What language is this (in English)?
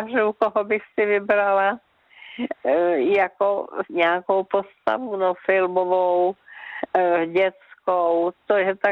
Czech